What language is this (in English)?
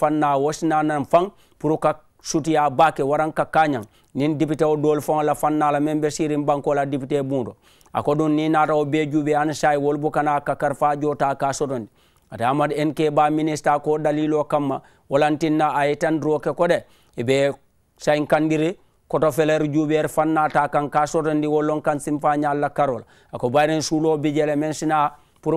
Mandingo